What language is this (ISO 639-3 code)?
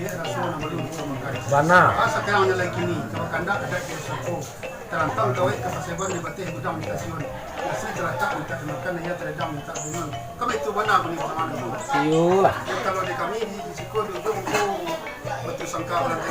min